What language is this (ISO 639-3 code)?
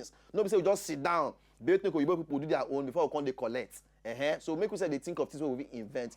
pcm